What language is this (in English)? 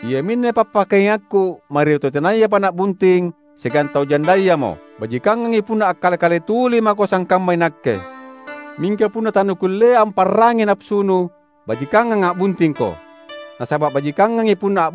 Makasar